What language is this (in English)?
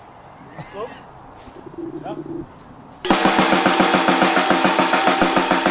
Norwegian